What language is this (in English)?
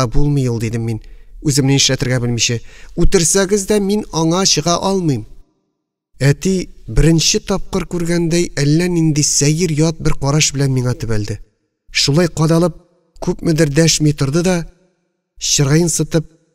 Tatar